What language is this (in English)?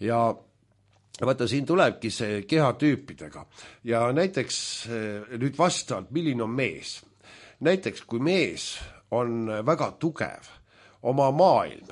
Estonian